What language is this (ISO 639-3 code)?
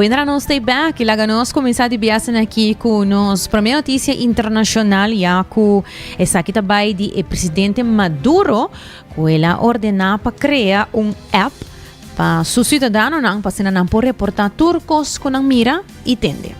pap